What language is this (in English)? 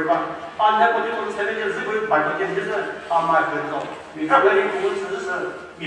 Chokri Naga